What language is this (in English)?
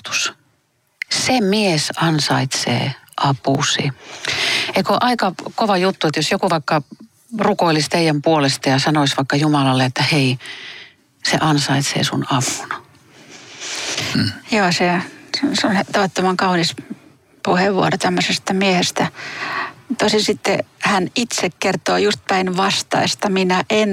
Finnish